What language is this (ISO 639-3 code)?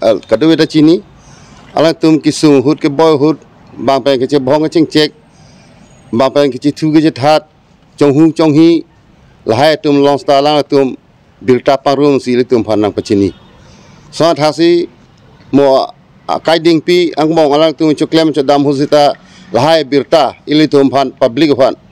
mjw